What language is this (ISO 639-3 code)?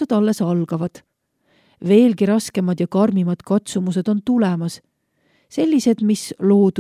est